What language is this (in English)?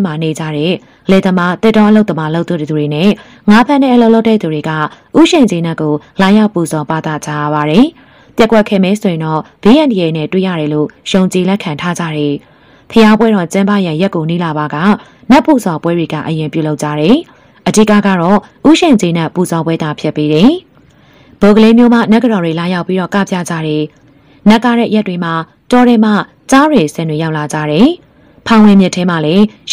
Burmese